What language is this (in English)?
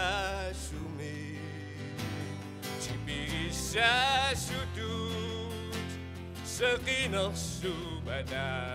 Kalaallisut